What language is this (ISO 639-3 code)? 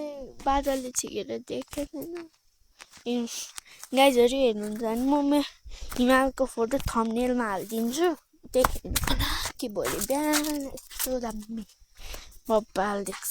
nep